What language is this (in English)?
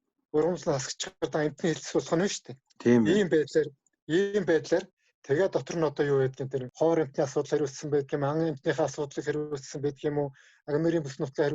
Mongolian